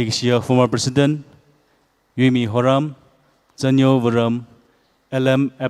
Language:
Tangkhul Naga (India)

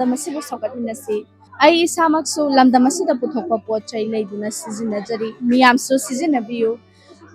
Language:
Manipuri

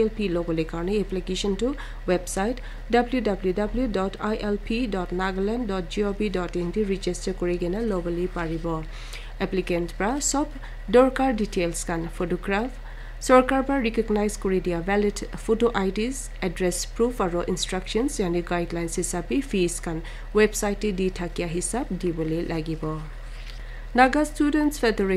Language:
Naga Pidgin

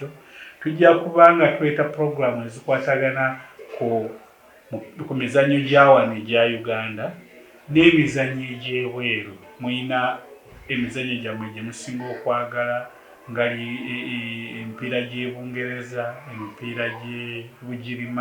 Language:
Ganda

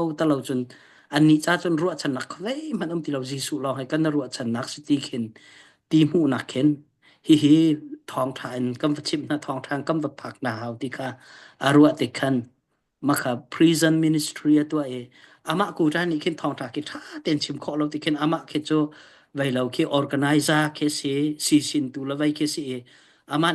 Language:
Hakha Chin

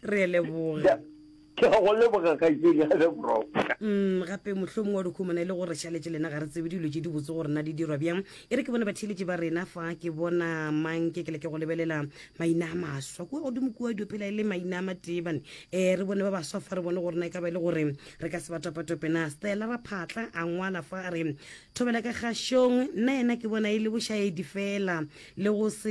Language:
Northern Sotho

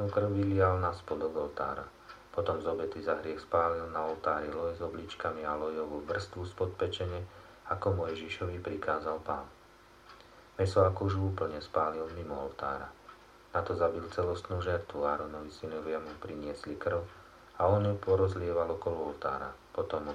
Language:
Slovak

